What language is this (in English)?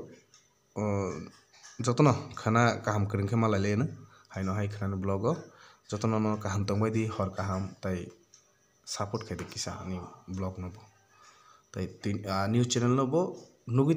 Kok Borok